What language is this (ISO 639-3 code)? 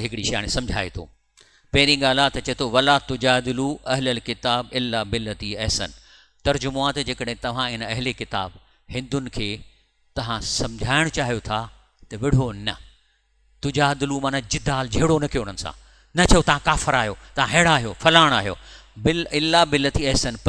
snd